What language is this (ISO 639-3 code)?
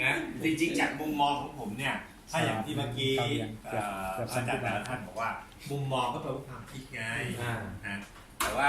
lao